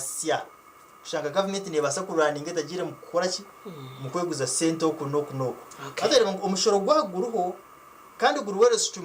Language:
Nyankole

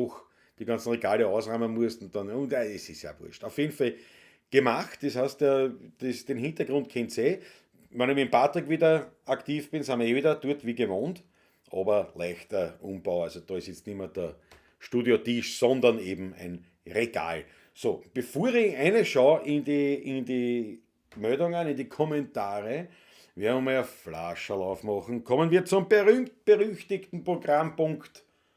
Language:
Bavarian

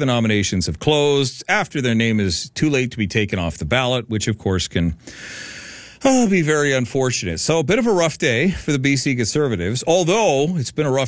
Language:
English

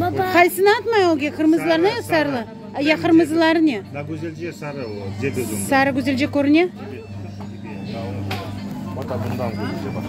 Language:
Crimean Tatar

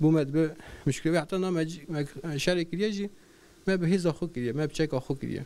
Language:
Kurdish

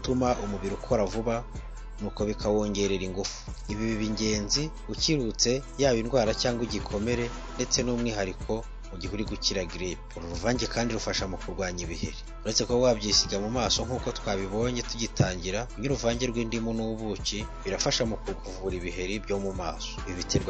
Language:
Kinyarwanda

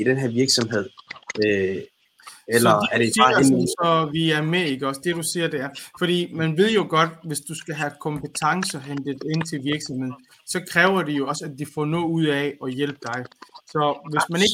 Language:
Danish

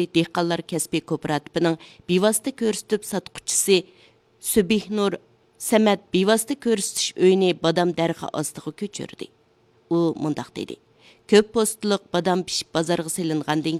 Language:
Uyghur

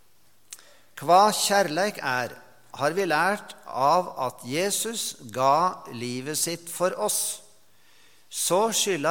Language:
Norwegian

